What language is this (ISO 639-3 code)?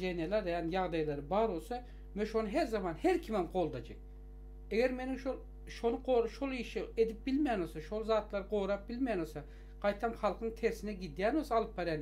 tuk